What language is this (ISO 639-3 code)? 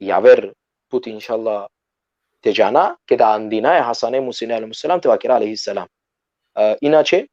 rmn